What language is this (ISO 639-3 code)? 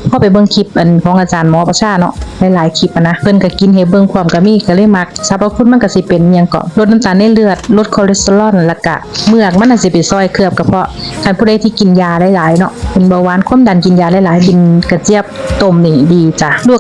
tts